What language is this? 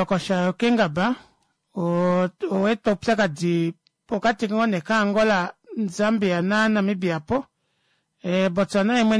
Kuanyama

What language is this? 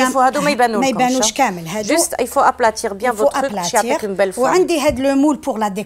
Algerian Arabic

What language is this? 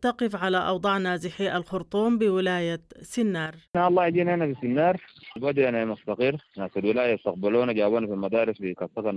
Sudanese Arabic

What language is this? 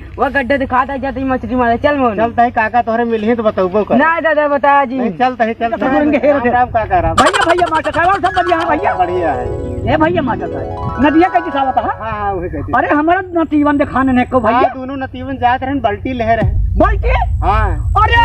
Awadhi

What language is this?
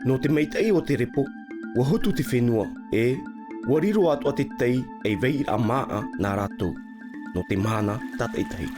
Tahitian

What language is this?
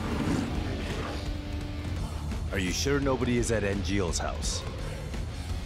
English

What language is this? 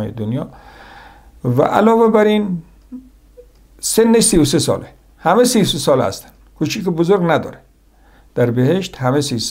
Persian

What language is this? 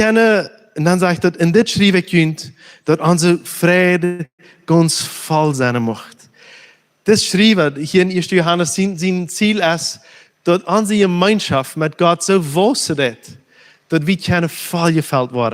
Plautdietsch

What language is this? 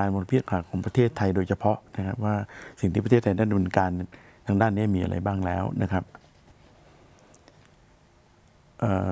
Thai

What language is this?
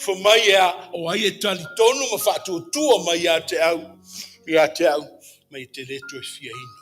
Samoan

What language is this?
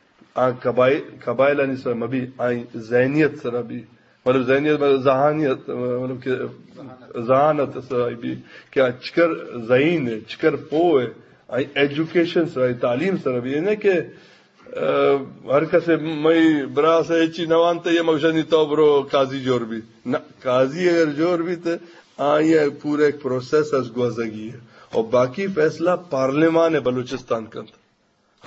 Eastern Balochi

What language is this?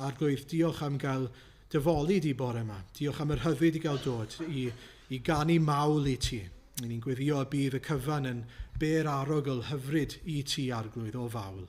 Welsh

